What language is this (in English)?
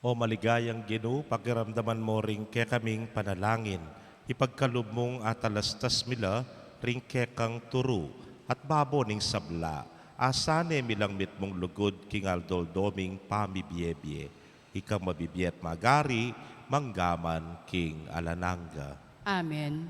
Pampanga